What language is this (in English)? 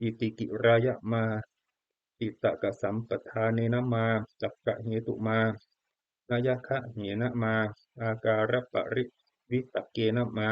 Pali